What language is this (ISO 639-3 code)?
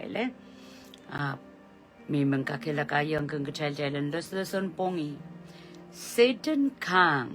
pon